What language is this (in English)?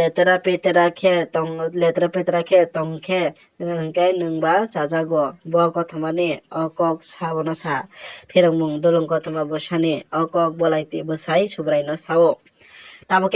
Kok Borok